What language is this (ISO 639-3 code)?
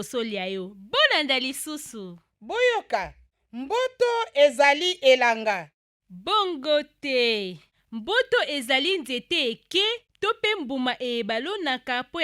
lin